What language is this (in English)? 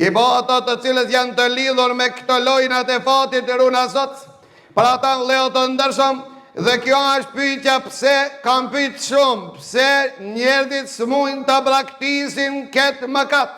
Albanian